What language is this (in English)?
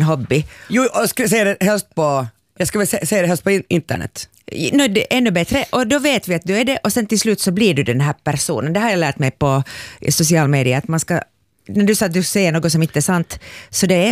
Swedish